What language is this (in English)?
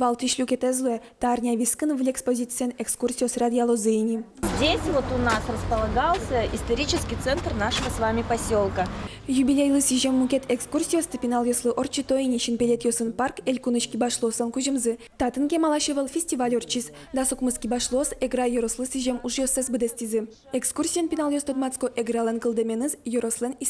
Udmurt